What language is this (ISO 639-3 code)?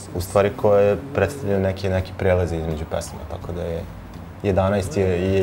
srp